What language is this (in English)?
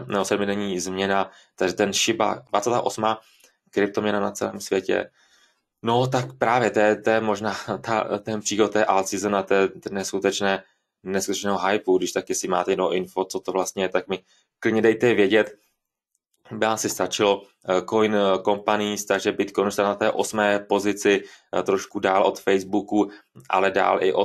Czech